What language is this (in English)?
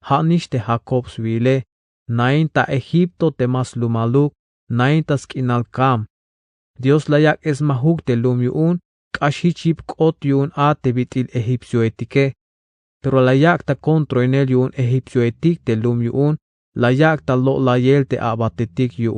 Tzeltal